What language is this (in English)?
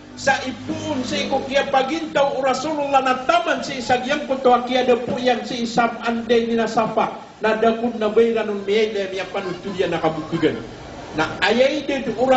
Maranao